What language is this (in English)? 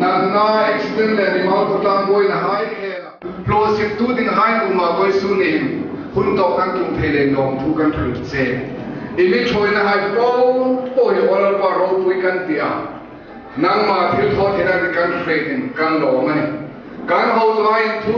Hmar